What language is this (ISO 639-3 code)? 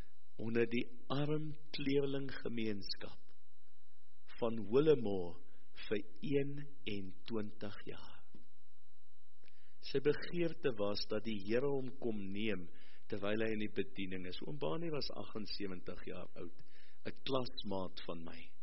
afr